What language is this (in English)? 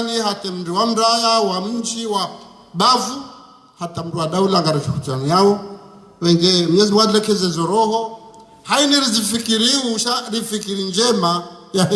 Ngazidja Comorian